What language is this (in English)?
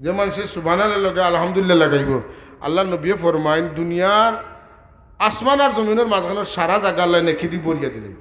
Sylheti